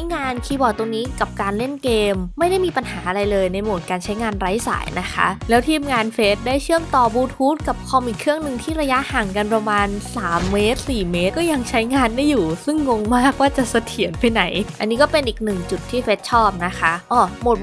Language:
Thai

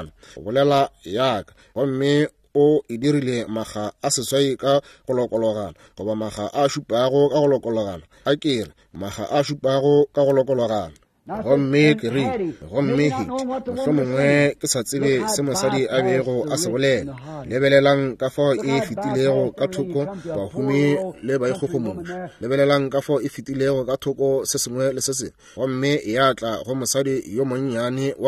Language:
Northern Sotho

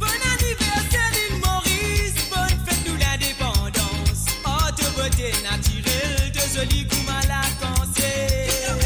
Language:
Morisyen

